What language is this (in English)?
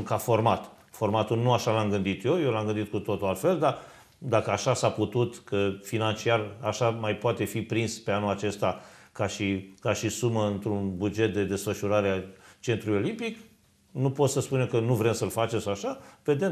Romanian